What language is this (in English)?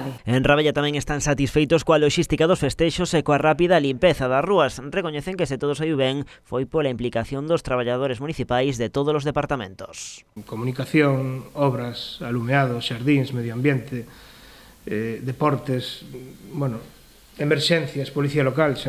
Galician